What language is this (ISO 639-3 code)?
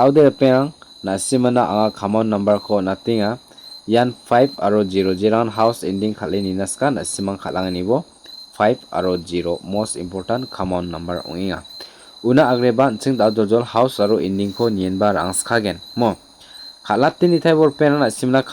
grt